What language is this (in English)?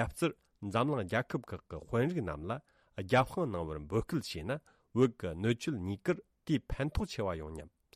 Tibetan